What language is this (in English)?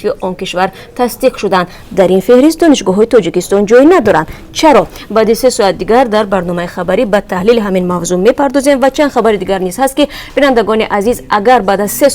Tajik